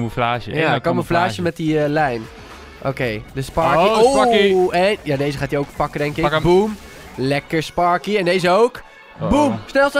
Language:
Dutch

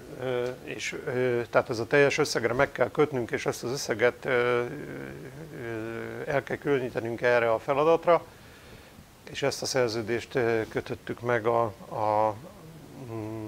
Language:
Hungarian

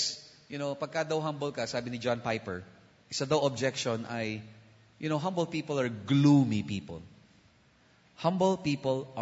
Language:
Filipino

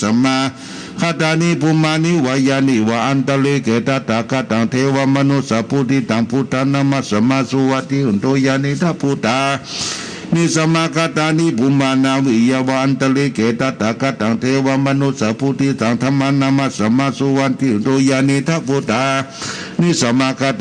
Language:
Pali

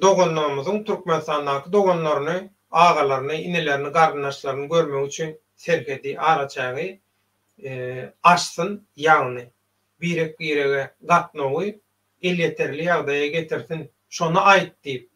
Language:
Turkmen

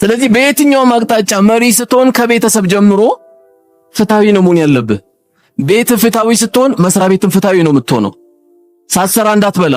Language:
Amharic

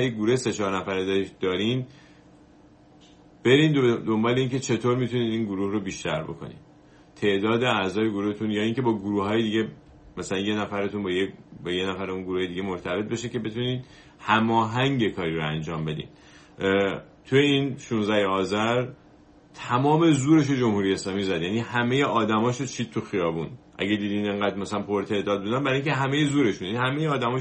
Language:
Persian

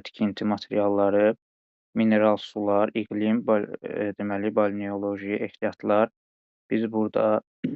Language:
Azerbaijani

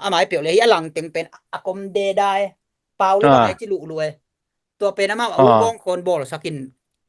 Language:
Tedim Chin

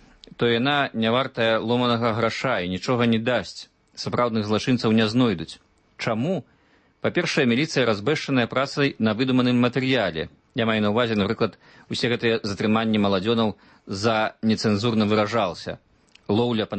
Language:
Belarusian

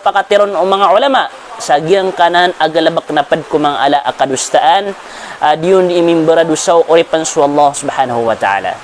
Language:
Maranao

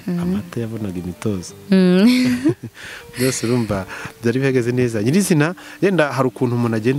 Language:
Kinyarwanda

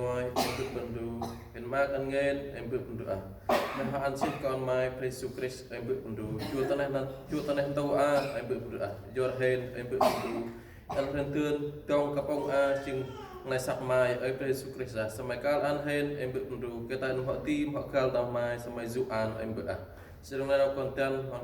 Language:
Central Mnong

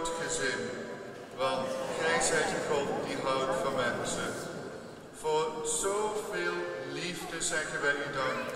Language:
Dutch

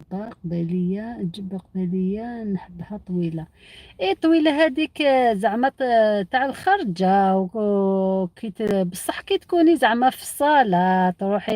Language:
Algerian Arabic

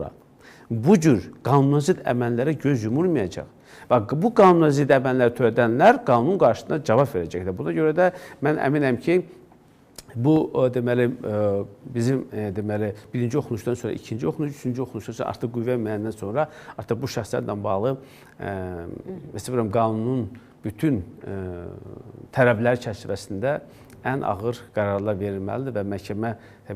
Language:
Azerbaijani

